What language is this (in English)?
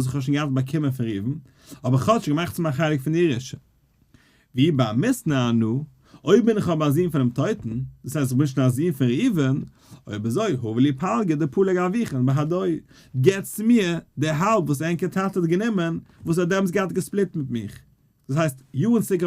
Yiddish